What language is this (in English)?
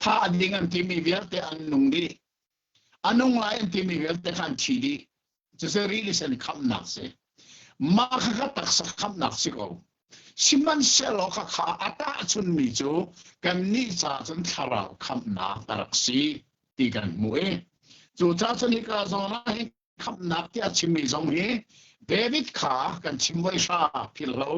Hakha Chin